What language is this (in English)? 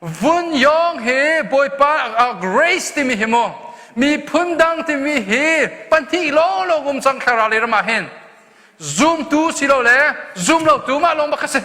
Hakha Chin